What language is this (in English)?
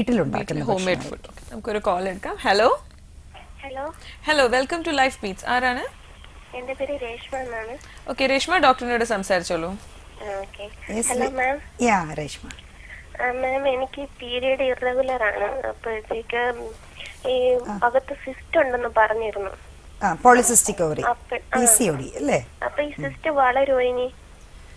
Malayalam